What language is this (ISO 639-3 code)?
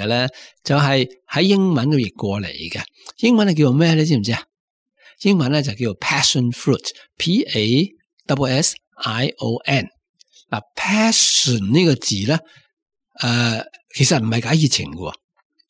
yue